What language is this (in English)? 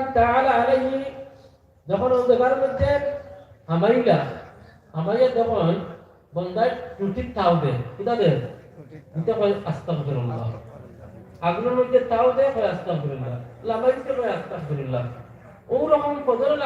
Sylheti